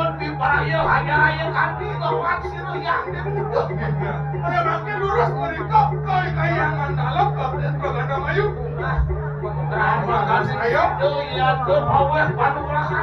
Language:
Balinese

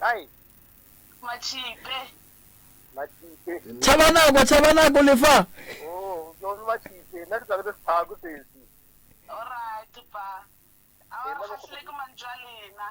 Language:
Northern Sotho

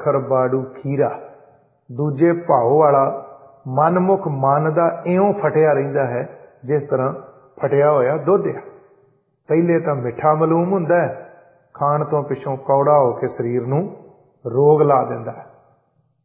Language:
Punjabi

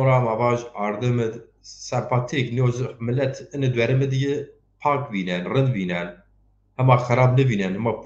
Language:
Zaza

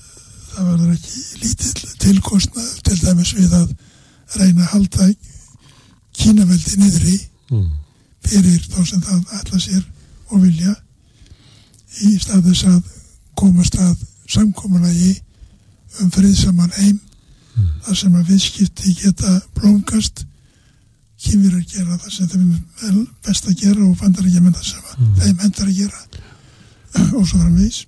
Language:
Icelandic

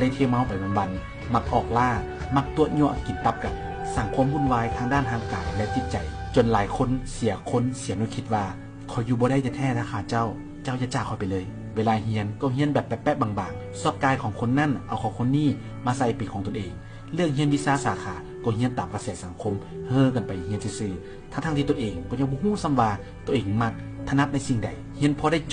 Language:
Lao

